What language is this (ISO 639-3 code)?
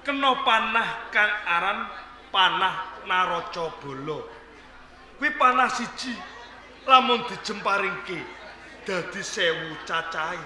jav